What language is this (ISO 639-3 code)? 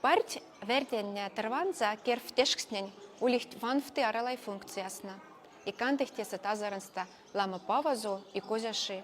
mdf